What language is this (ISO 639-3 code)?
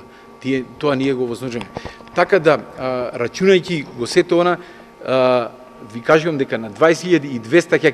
mkd